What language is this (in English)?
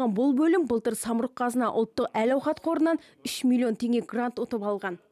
Kazakh